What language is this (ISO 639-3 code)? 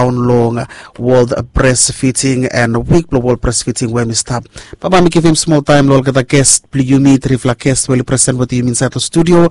bis